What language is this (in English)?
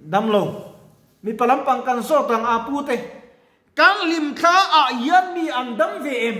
Mizo